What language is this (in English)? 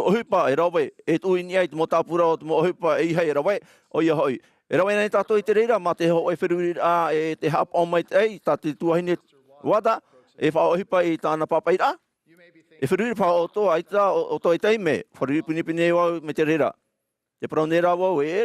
Tahitian